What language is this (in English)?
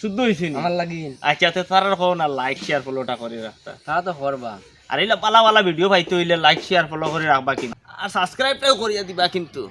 Sylheti